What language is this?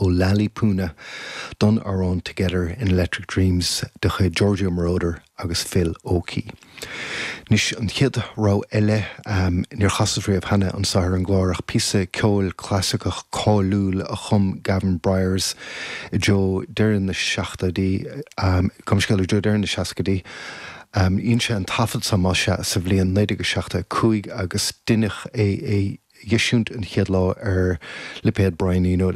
Irish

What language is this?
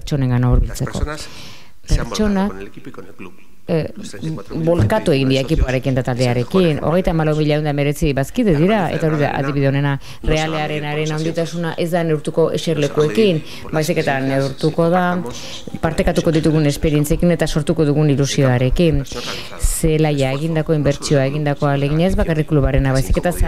Basque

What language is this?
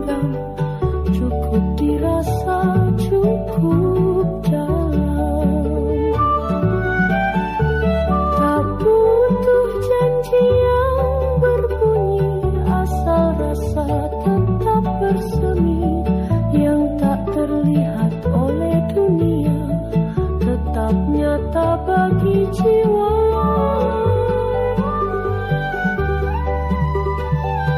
Indonesian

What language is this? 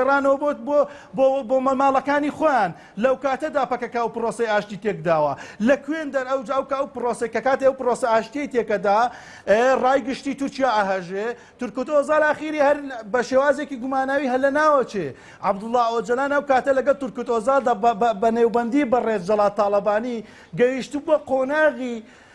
Central Kurdish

